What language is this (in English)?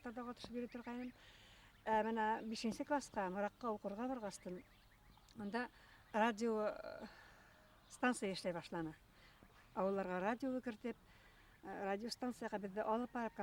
Bashkir